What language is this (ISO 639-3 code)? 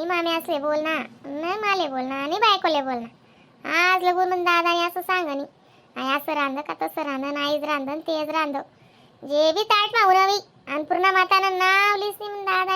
khn